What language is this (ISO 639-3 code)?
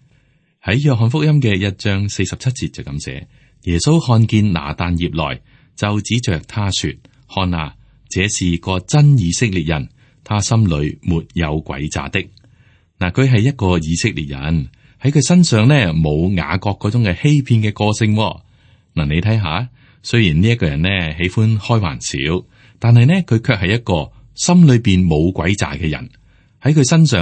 yue